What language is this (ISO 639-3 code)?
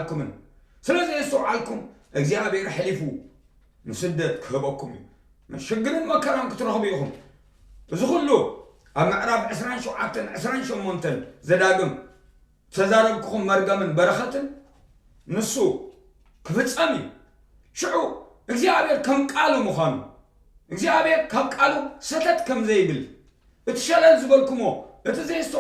tir